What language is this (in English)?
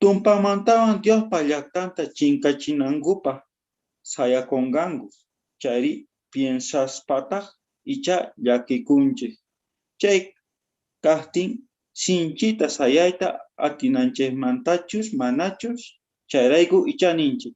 South Bolivian Quechua